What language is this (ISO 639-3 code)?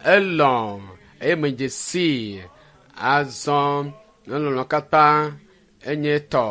ewe